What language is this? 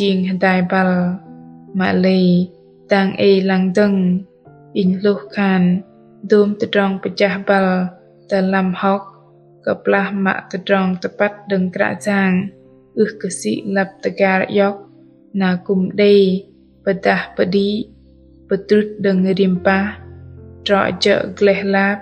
Bahnar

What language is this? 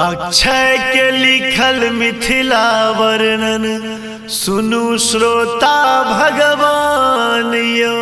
Maithili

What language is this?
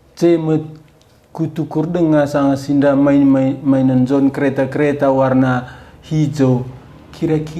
Batak Karo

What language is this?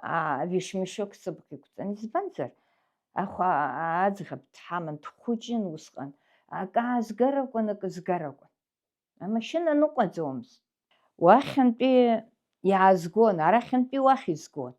Abkhazian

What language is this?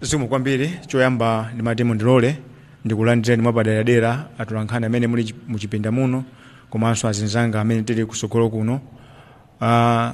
Nyanja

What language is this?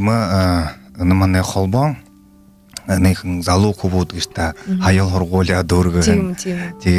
Buriat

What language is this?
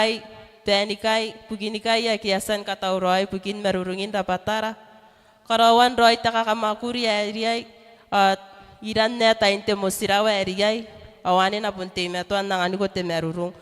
Gilbertese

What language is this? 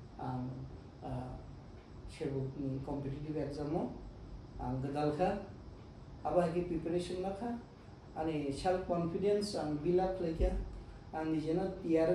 Kok Borok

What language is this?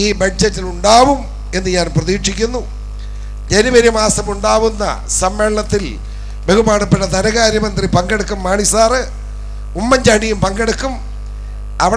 Malayalam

